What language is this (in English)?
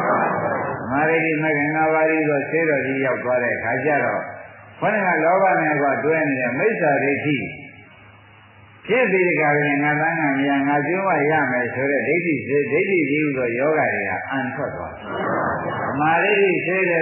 Burmese